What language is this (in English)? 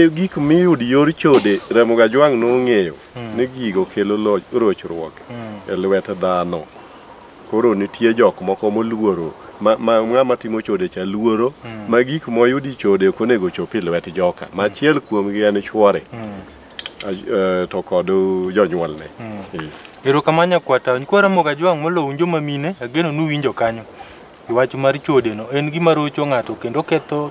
Luo (Kenya and Tanzania)